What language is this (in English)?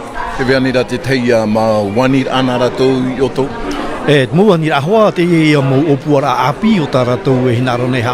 Tahitian